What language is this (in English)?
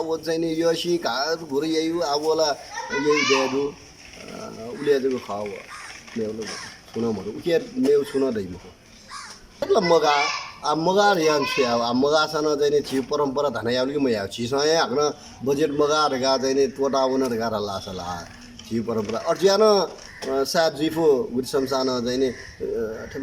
Newari